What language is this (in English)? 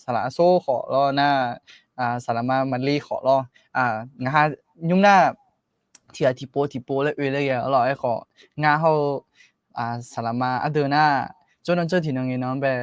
Akha